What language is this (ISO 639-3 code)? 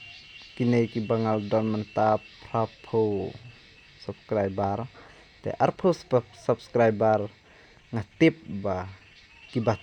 kha